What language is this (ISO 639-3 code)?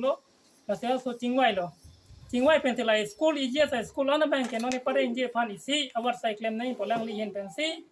mjw